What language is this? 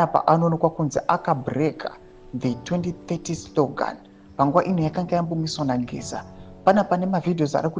Shona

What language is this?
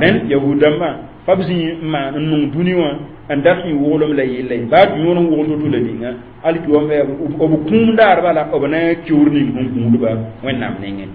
Mossi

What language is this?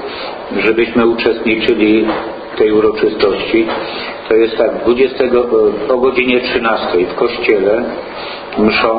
Polish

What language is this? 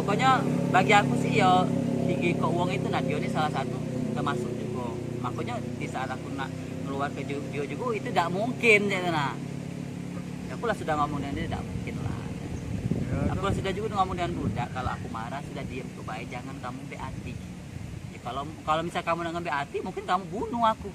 Musi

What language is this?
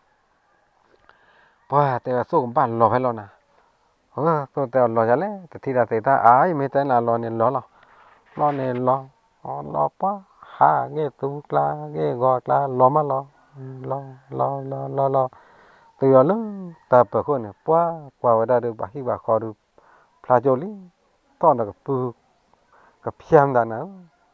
S'gaw Karen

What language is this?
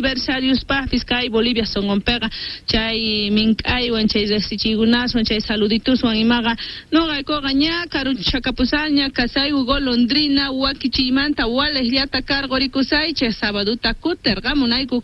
Quechua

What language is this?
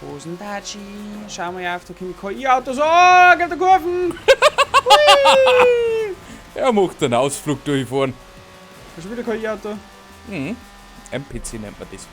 Bavarian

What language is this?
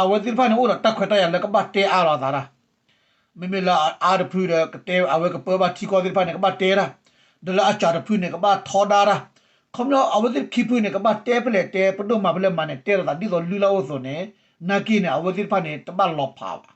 S'gaw Karen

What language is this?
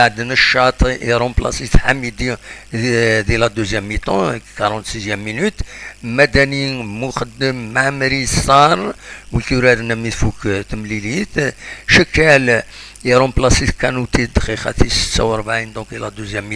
Kabyle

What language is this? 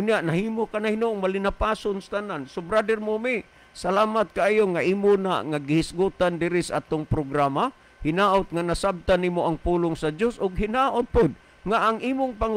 Cebuano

